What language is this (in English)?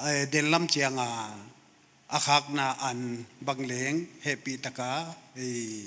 Paite Chin